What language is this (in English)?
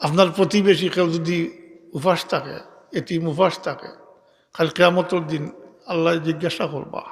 Sylheti